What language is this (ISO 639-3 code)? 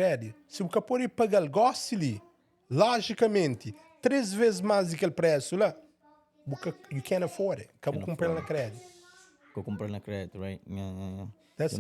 kea